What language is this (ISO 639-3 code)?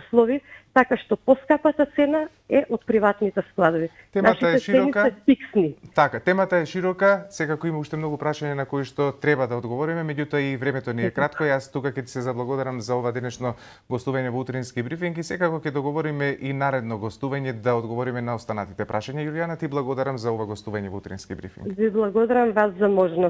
mkd